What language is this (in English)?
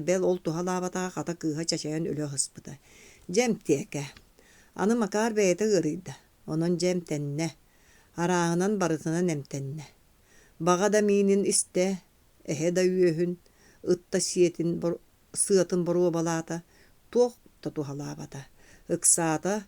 Yakut